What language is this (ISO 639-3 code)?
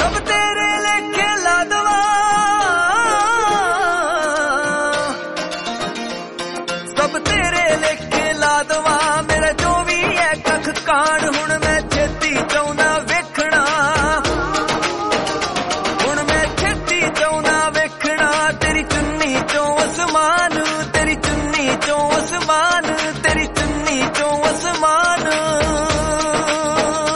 pan